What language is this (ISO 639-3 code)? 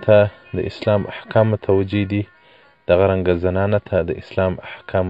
pus